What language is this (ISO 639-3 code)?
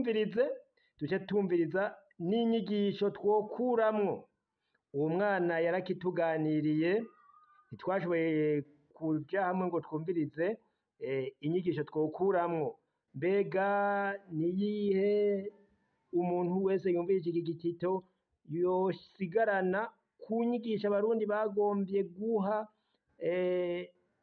run